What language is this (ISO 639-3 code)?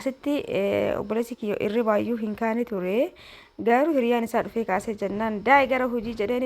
orm